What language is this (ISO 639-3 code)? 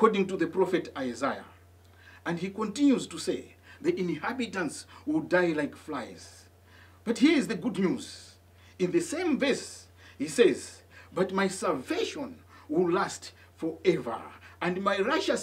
eng